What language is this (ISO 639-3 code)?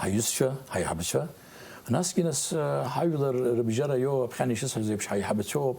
abk